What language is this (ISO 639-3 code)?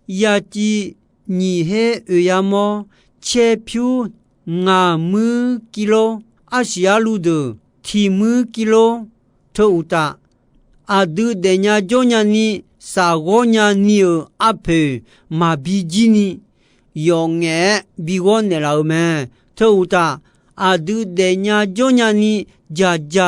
ahk